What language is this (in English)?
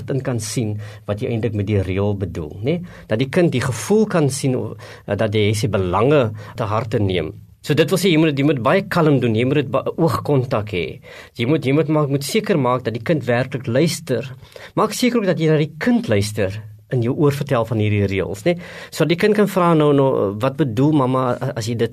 Afrikaans